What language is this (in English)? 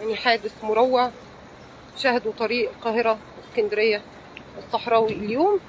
Egyptian Arabic